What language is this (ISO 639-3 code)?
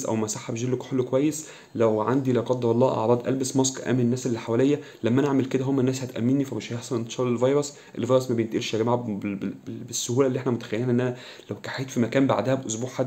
arz